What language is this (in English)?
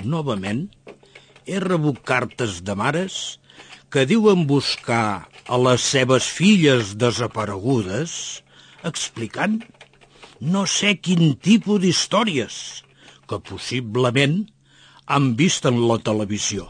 Catalan